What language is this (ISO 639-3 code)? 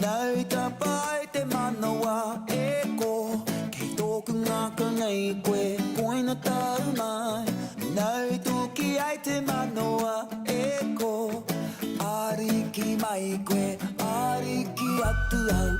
mri